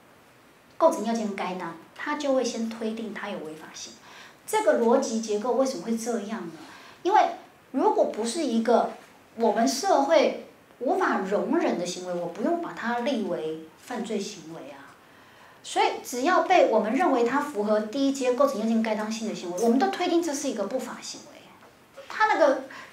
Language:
Chinese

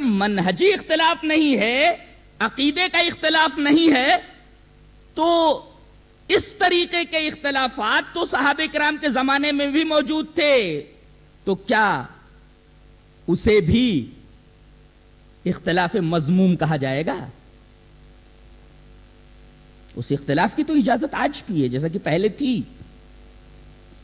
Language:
Urdu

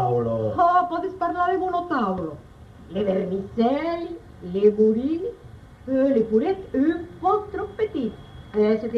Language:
Occitan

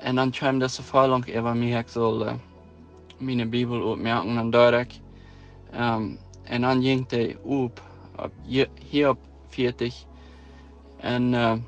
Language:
Plautdietsch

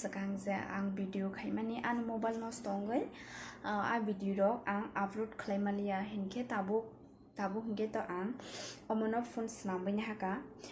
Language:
Kok Borok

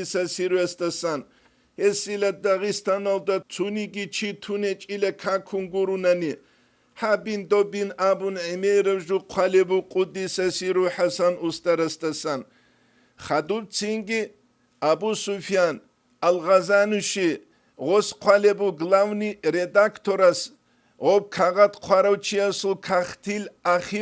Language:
Avaric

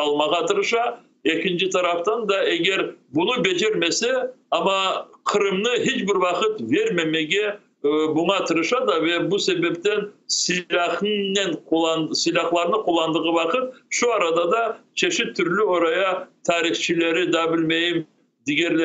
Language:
Crimean Tatar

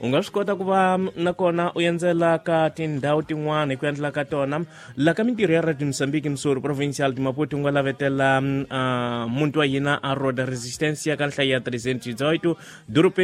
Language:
Tsonga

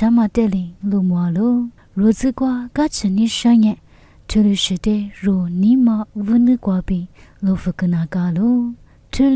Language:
Lisu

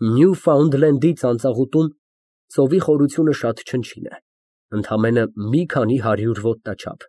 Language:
Armenian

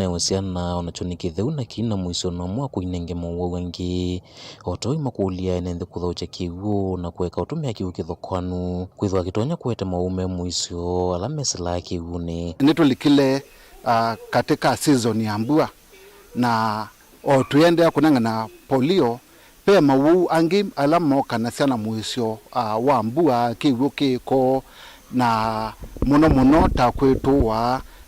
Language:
Kamba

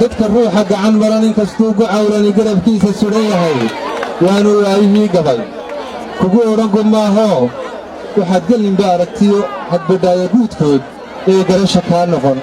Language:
Somali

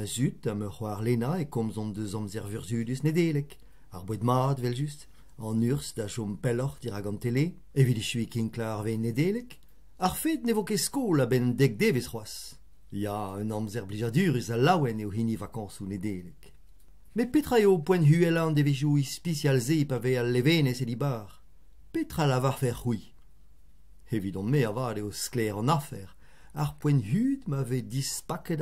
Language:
Breton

